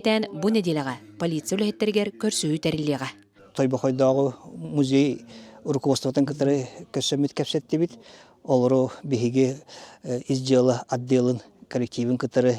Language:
Yakut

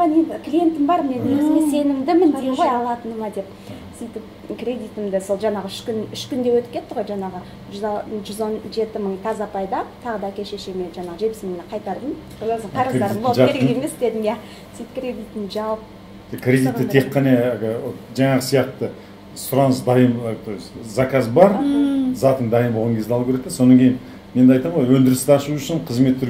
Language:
Kazakh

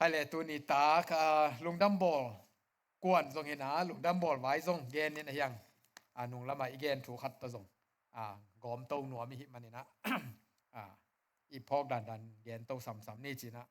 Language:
Tedim Chin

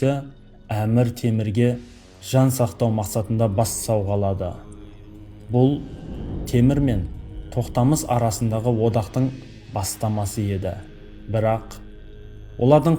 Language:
Kazakh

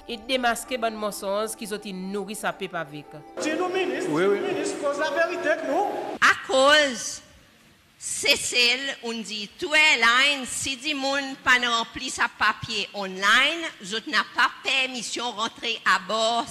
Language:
Seselwa Creole French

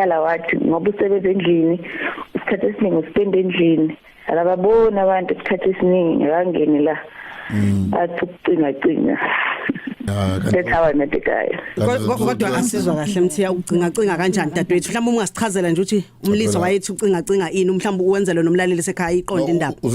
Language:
Zulu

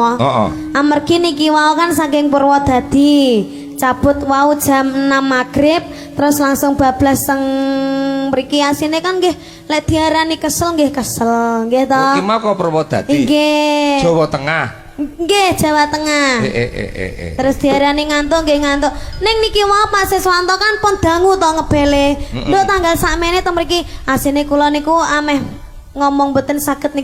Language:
Javanese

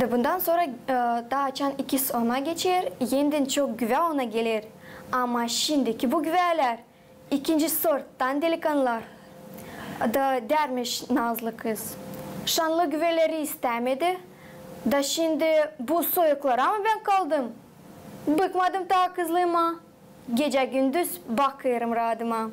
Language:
Gagauz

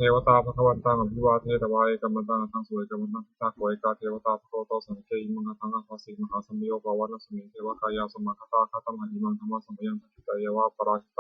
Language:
Pali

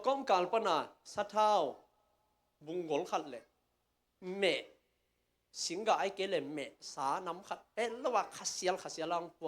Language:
Tedim Chin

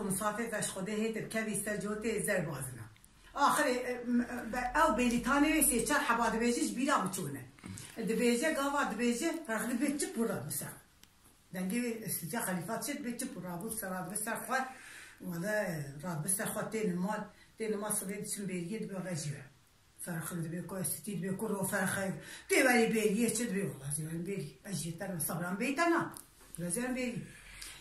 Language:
Kurdish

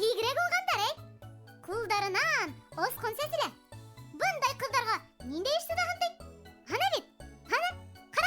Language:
Bashkir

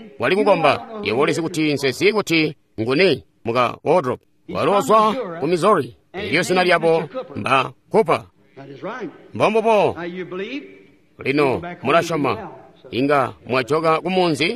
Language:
Tonga (Zambia)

